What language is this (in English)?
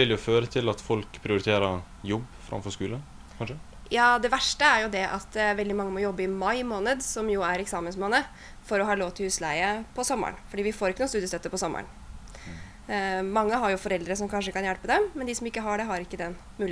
Norwegian